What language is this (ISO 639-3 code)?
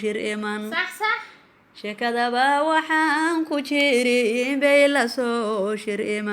som